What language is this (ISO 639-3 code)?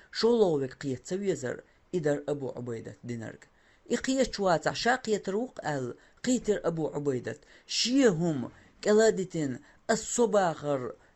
che